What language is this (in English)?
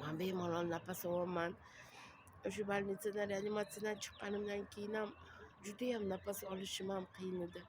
Uzbek